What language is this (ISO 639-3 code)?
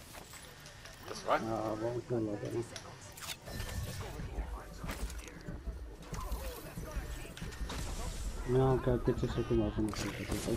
afr